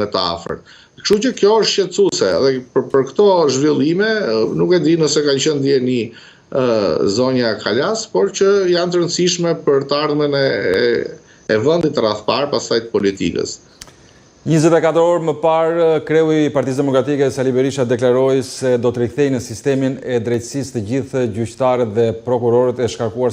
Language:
Albanian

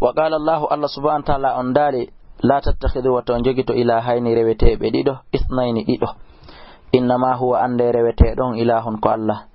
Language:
Fula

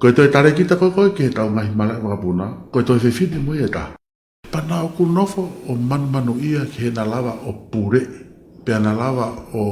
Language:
Tongan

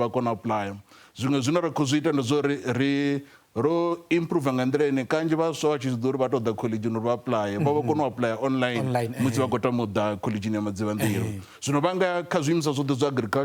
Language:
Venda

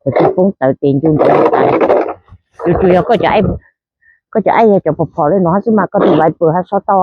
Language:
Hmong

